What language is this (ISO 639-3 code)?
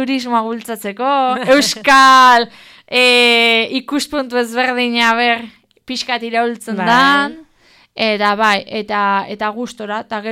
eus